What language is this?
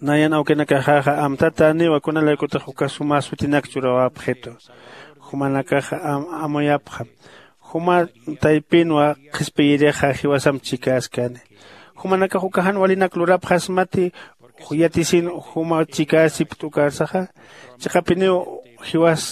Aymara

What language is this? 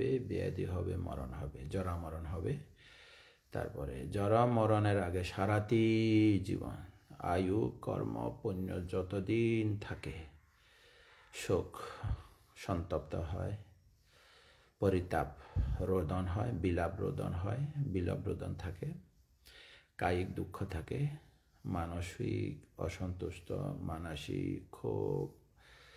Bangla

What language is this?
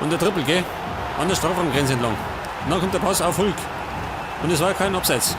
Bavarian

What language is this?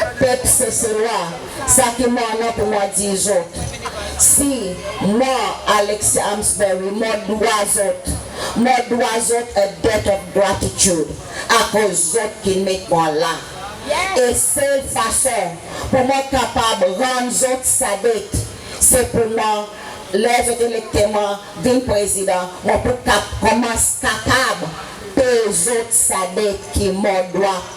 Seselwa Creole French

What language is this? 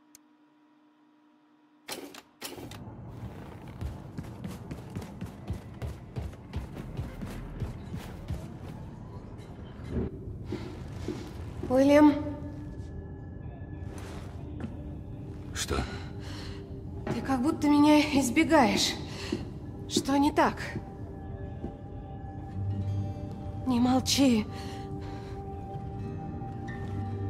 Russian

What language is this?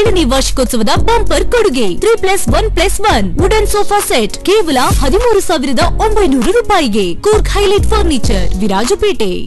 Kannada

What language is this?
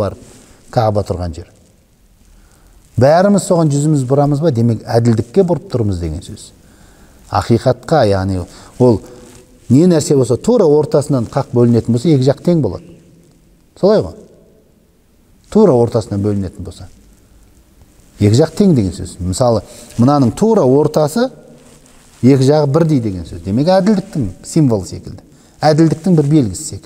Kazakh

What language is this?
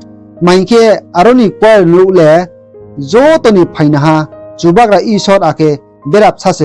Riang (India)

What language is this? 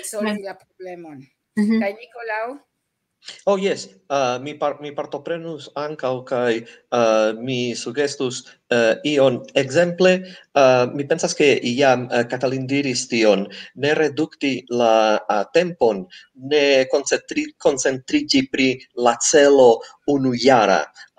Esperanto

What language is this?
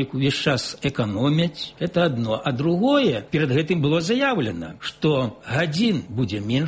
Belarusian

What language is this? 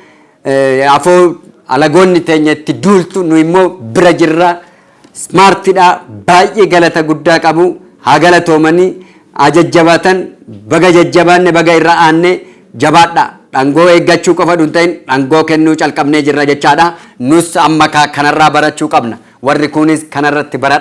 Oromo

